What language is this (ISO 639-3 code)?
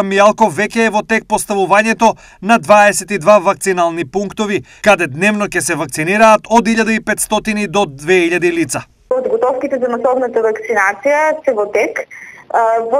mkd